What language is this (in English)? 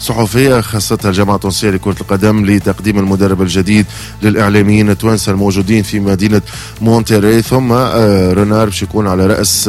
Tunisian Arabic